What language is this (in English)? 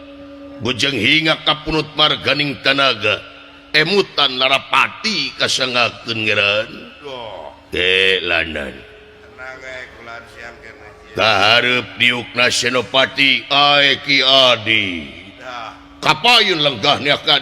Sundanese